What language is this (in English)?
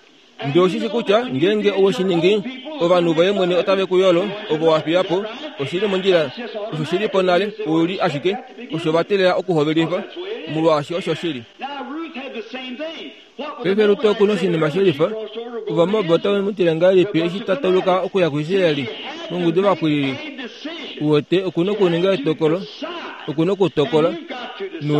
Kuanyama